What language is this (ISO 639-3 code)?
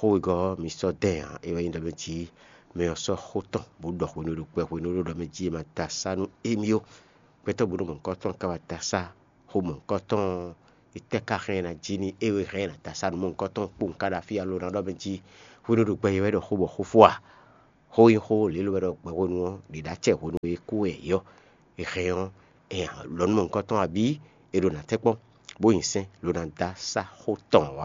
fon